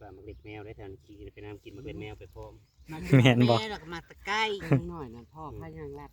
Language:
Northeastern Thai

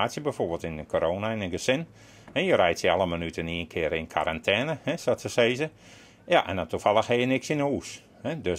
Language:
Western Frisian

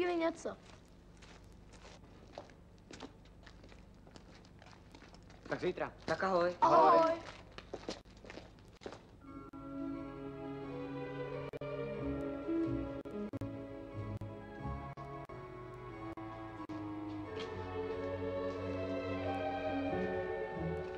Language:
Czech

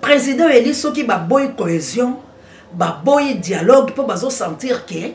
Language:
Lingala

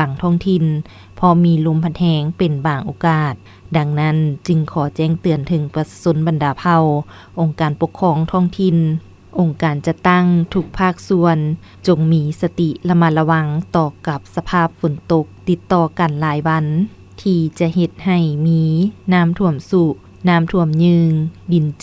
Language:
Lao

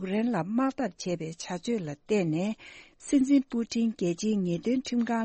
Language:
Tibetan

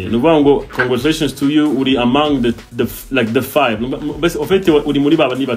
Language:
Kinyarwanda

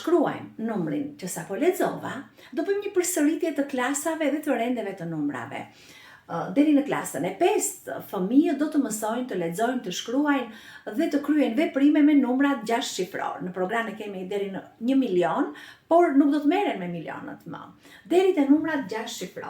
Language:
Albanian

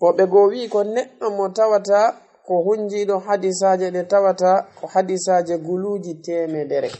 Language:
Fula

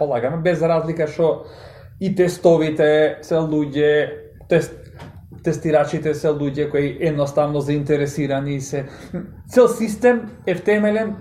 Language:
Macedonian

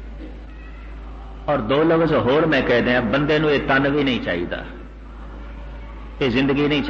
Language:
Punjabi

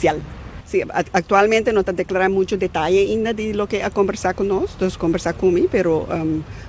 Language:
Papiamento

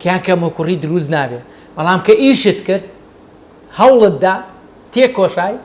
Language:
Central Kurdish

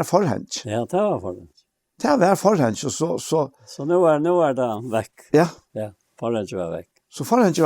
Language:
Faroese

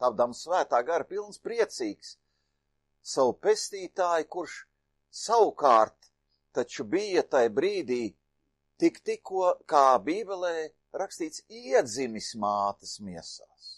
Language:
Latvian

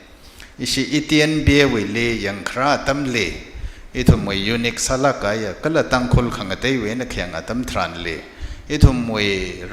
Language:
Tangkhul Naga (India)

